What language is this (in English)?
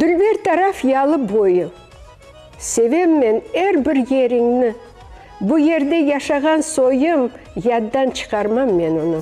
Crimean Tatar